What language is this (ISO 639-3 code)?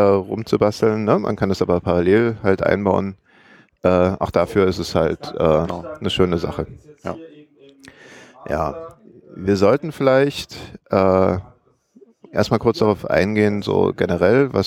deu